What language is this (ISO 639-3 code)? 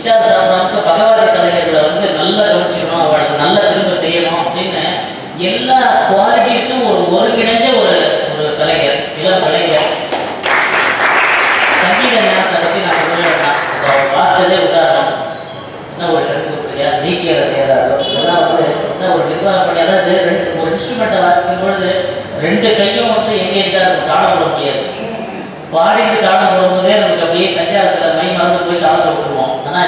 tam